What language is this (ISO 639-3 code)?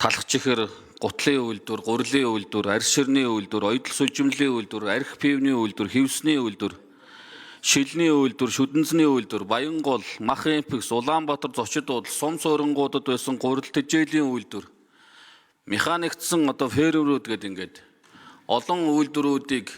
mon